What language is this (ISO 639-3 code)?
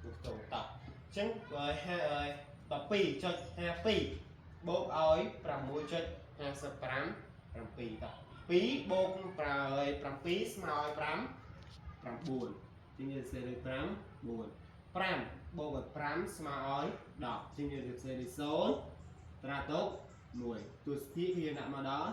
khm